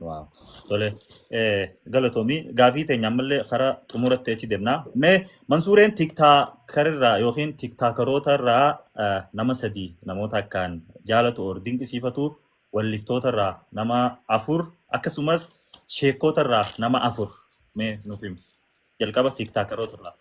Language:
Oromo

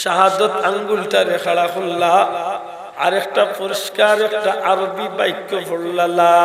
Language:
Sylheti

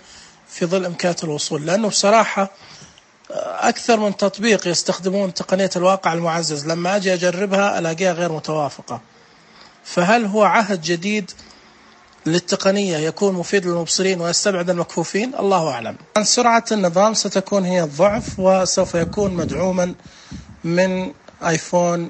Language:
Najdi Arabic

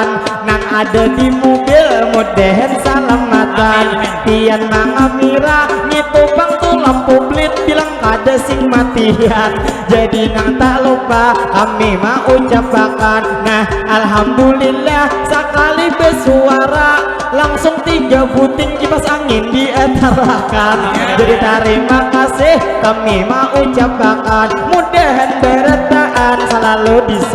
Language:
Banjar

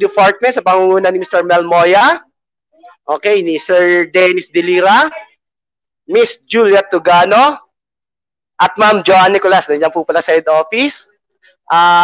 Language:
Filipino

